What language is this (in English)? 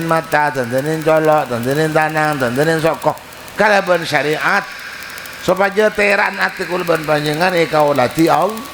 Madurese